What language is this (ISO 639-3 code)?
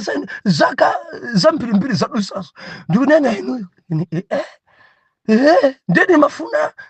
nya